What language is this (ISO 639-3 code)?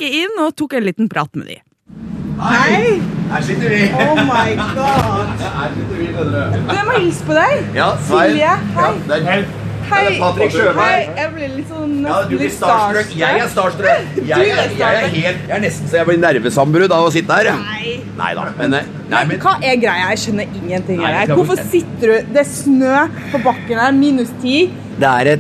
nor